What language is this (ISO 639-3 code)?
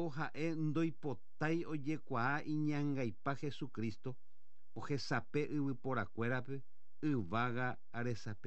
grn